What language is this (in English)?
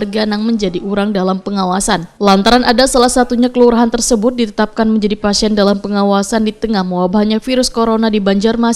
Banjar